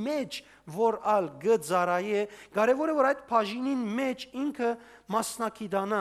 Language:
Western Armenian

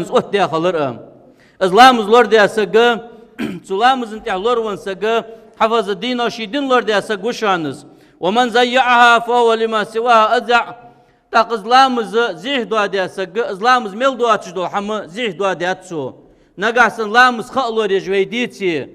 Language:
Ingush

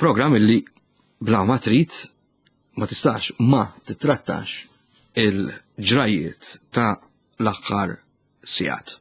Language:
Maltese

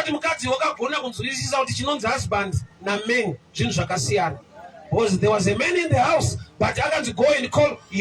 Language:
Shona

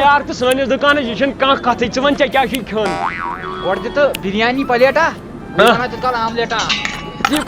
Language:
Kashmiri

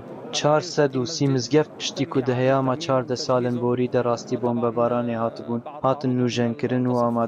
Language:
Kurdish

